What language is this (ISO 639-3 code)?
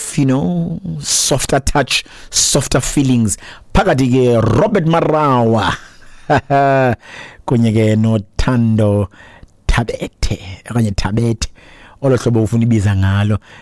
xho